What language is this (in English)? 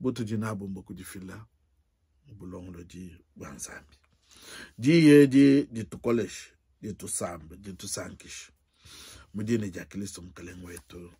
Luba-Lulua